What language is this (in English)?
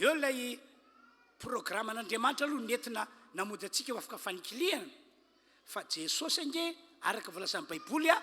Malagasy